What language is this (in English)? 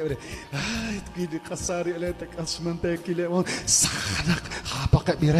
Kekchí